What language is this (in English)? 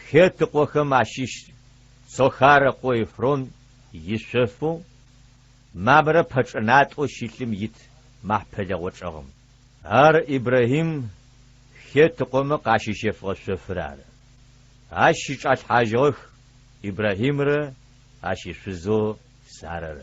Adyghe